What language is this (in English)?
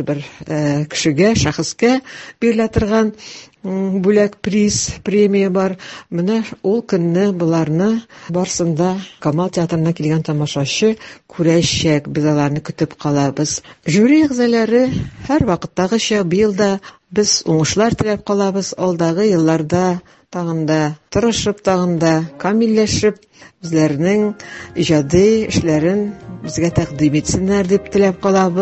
Tatar